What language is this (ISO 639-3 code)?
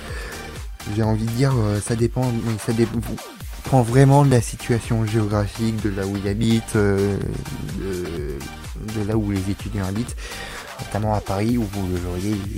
fra